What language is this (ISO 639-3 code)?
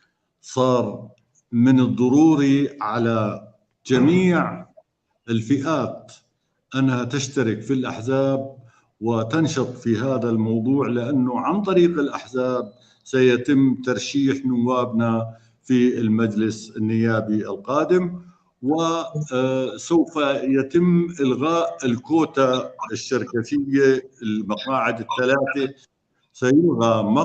apc